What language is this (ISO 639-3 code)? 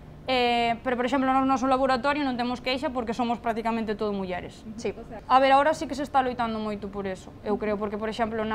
glg